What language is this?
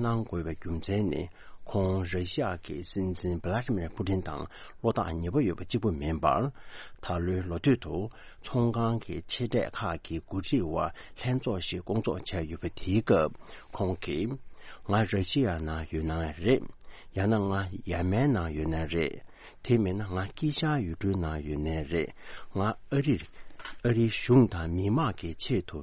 Tibetan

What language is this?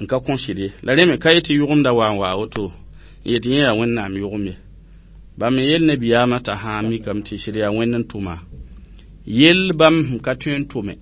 Mossi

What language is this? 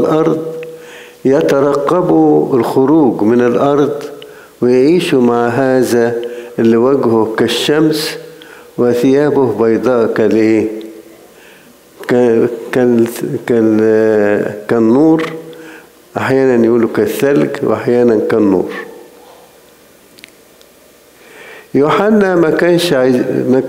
Egyptian Arabic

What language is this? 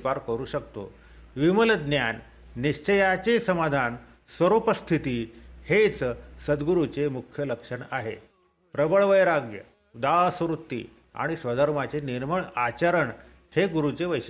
Marathi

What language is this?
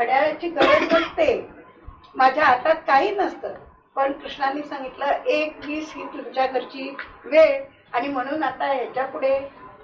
Marathi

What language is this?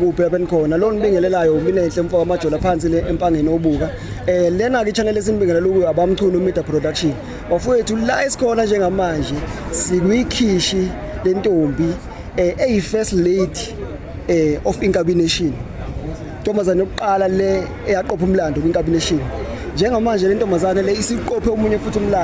Zulu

